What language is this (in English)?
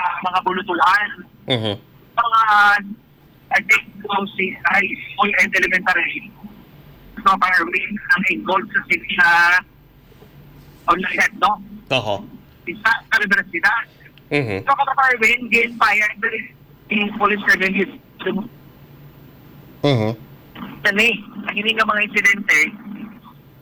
Filipino